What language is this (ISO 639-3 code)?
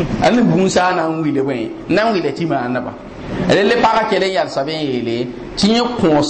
mos